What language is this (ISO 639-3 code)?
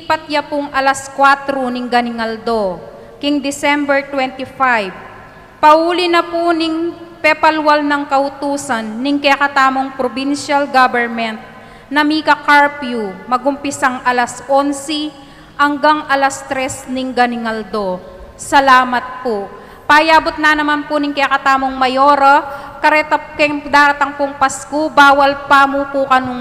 pam